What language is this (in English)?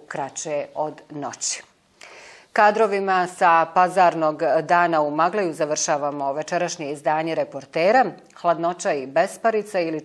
Bosnian